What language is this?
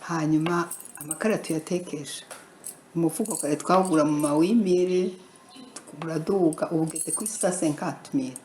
Rundi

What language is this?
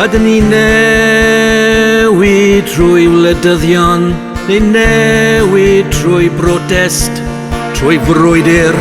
Welsh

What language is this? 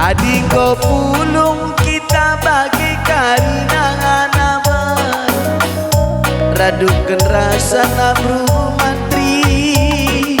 Batak Karo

